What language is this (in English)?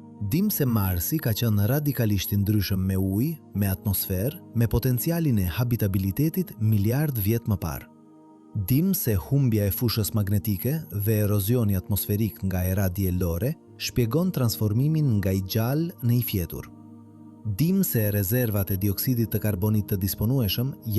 Albanian